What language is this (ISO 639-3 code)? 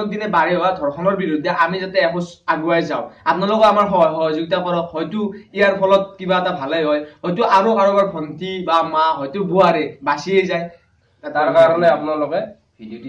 asm